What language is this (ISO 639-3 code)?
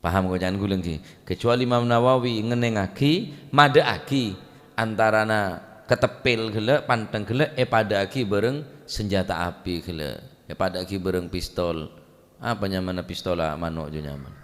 mad